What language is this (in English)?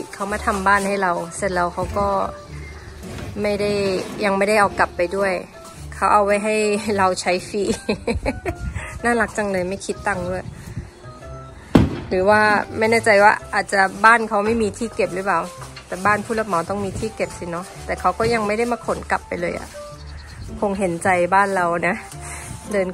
Thai